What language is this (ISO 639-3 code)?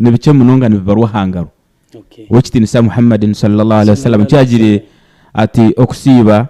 nyn